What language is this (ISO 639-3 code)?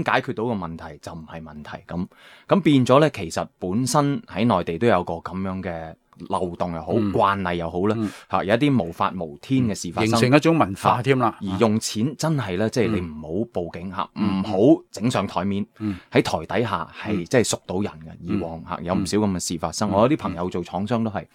yue